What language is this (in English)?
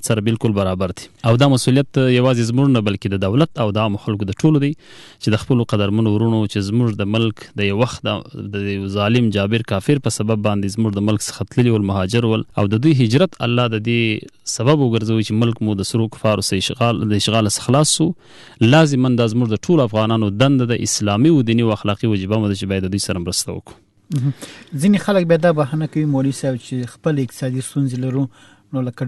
Pashto